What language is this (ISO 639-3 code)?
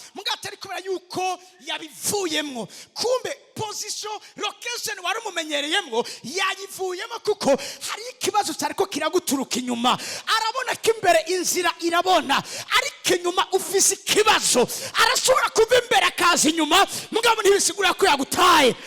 run